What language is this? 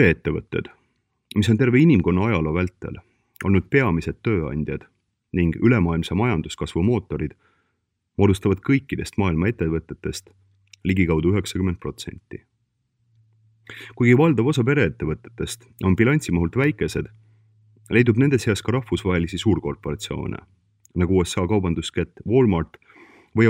Estonian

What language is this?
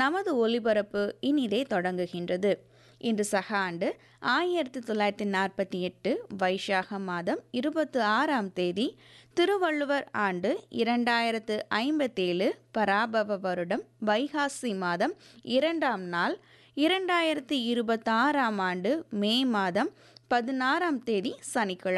Tamil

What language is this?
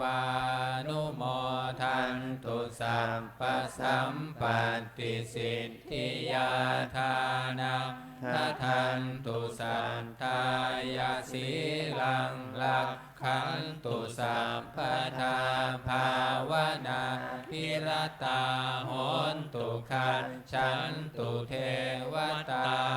Pali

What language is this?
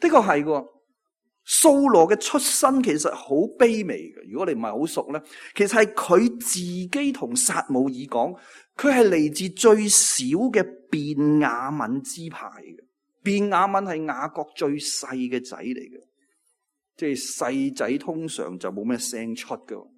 Cantonese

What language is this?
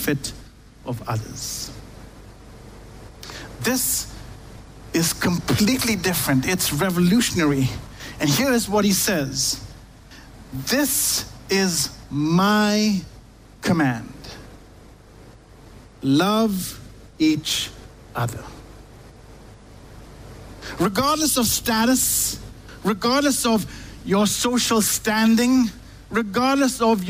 English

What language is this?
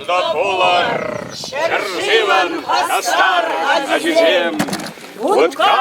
Chuvash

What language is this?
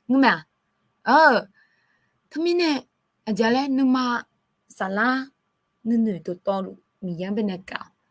Akha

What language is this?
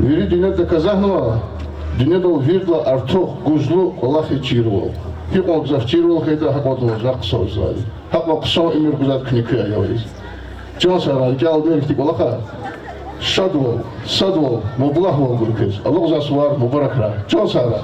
Lezghian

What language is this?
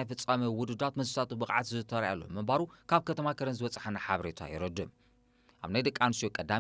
Tigrinya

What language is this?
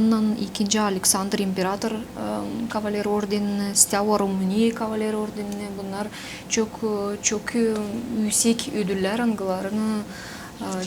Gagauz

